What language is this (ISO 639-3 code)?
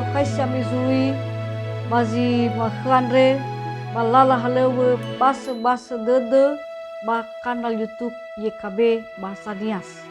nia